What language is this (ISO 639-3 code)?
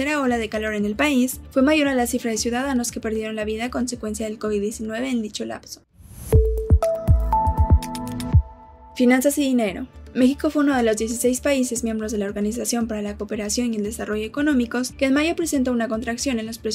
spa